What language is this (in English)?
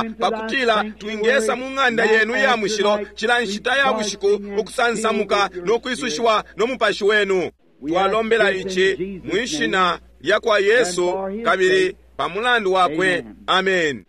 Bemba